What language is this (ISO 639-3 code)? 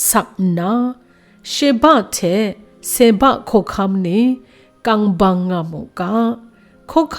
kac